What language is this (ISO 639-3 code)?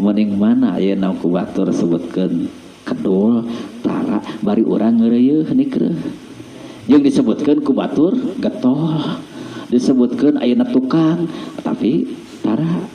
sun